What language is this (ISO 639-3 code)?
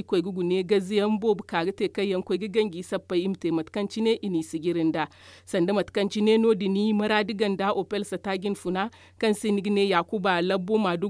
dje